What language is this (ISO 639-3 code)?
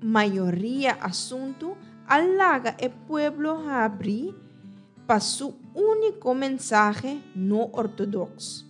pap